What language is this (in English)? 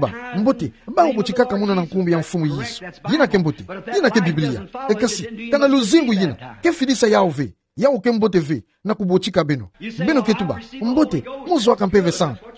Kituba (Democratic Republic of Congo)